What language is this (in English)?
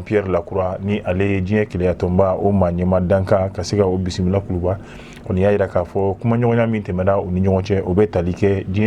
Bambara